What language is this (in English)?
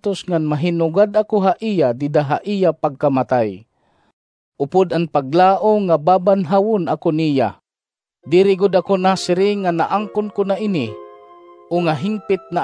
Waray